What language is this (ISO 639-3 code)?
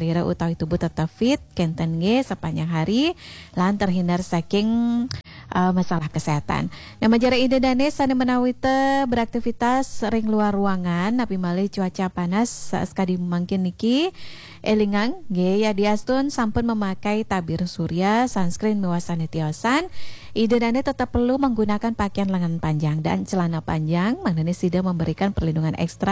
ban